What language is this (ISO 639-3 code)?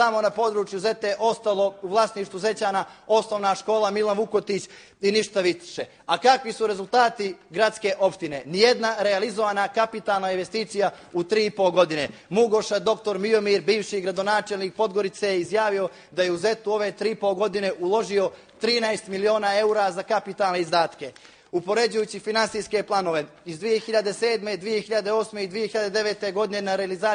bos